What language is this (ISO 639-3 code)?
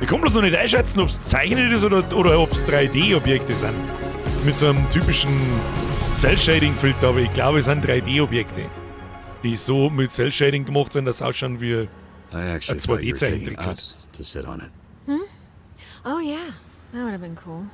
bar